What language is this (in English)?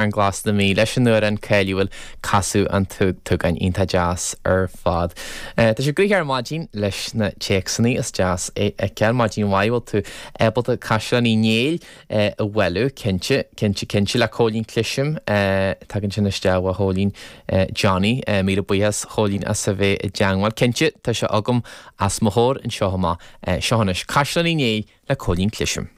Irish